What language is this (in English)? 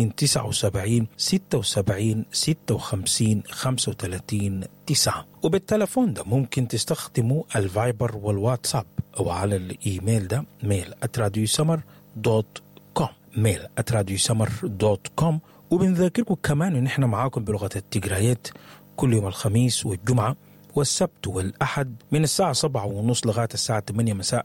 Sudanese Arabic